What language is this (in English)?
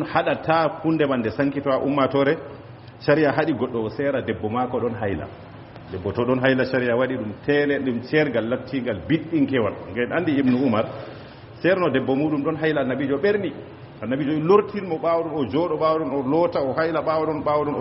Fula